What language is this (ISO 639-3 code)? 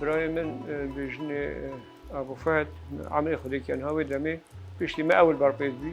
kur